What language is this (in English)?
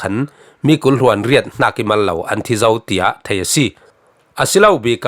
Falam Chin